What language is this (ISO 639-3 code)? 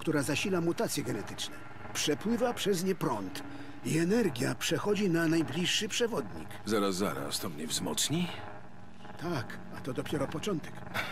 pol